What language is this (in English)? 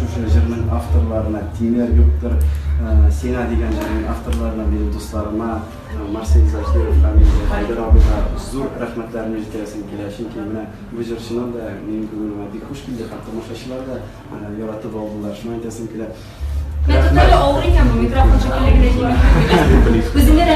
Tatar